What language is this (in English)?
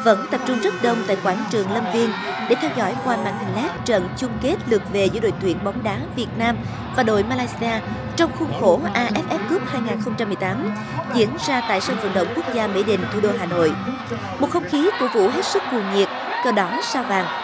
Vietnamese